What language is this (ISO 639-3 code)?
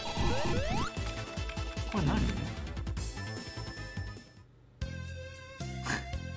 jpn